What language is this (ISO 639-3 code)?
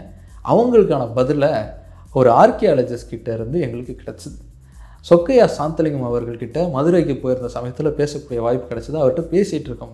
tam